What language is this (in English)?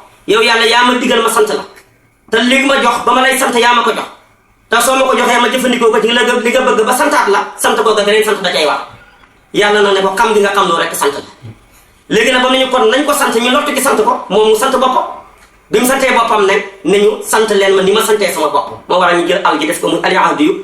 Wolof